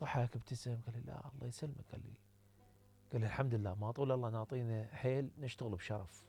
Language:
Mesopotamian Arabic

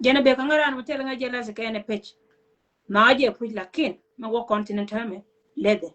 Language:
Nuer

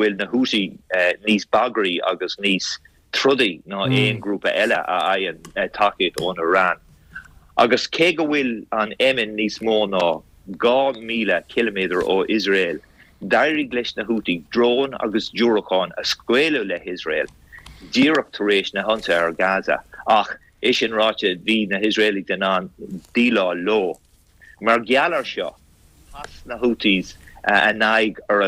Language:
Irish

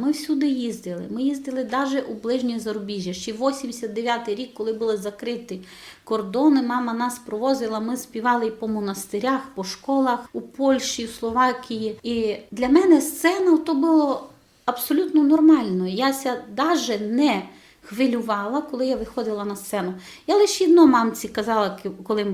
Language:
Rusyn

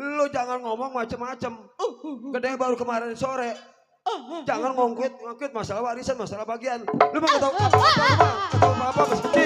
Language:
Betawi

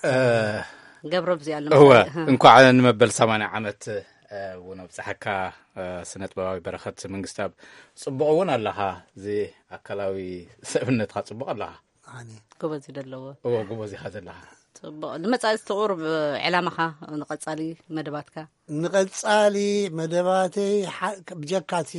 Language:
Tigrinya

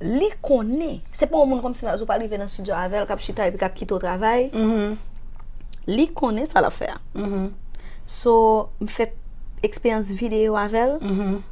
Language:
Haitian Creole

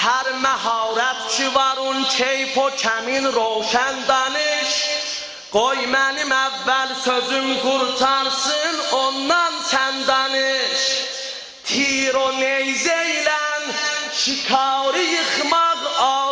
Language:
South Azerbaijani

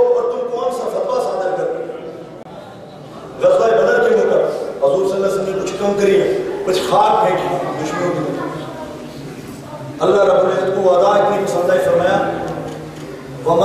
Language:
Urdu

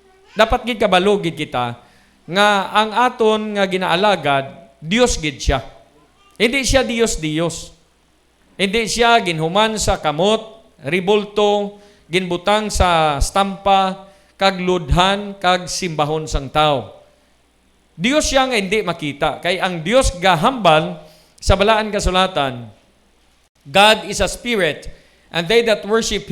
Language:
Hiligaynon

